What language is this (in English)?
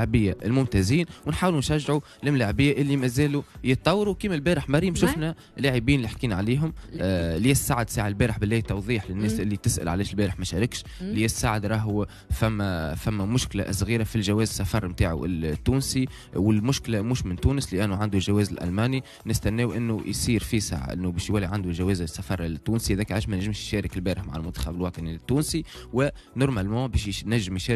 Tunisian Arabic